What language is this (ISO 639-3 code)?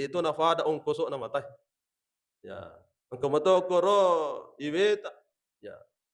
bug